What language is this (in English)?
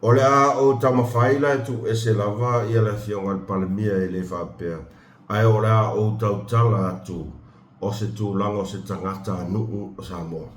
Samoan